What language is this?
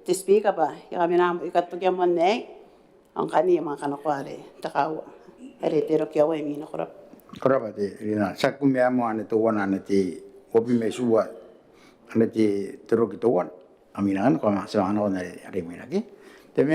Gilbertese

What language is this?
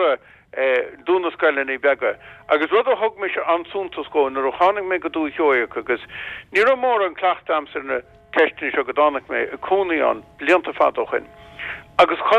Irish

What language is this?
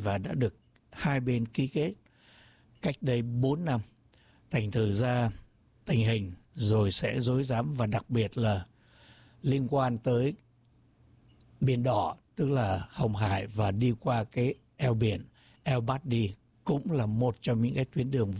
Vietnamese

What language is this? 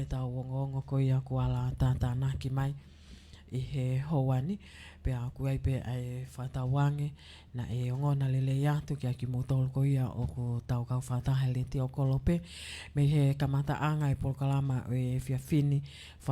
Tongan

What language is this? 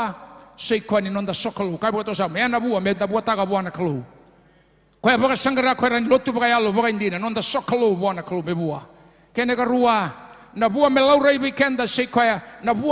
Fijian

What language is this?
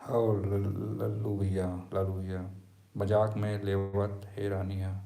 Chhattisgarhi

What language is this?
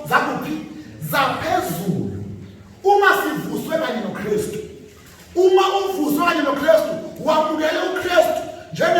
Zulu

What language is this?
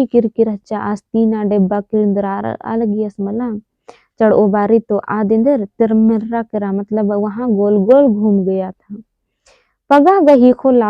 Kurukh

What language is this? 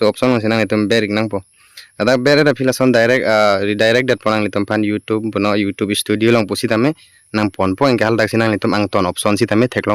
Karbi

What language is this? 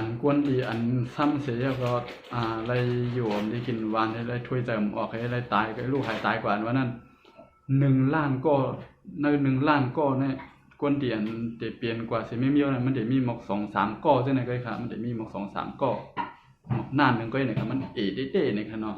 Shan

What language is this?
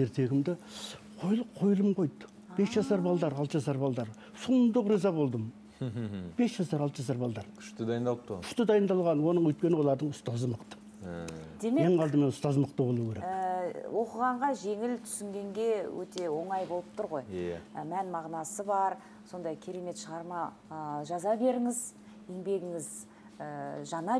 Kazakh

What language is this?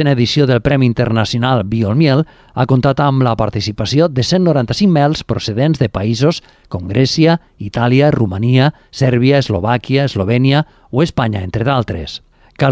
Catalan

